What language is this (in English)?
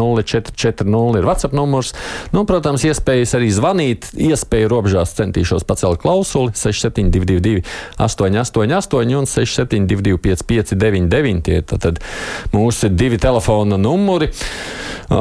Latvian